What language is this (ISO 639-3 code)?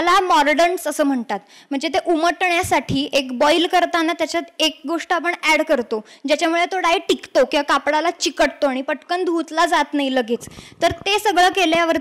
mar